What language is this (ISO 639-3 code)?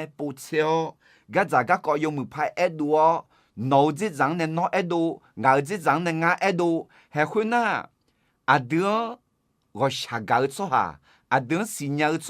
ahk